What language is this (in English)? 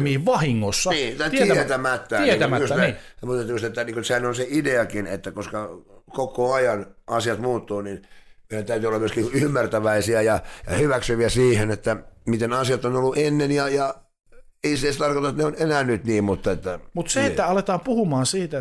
Finnish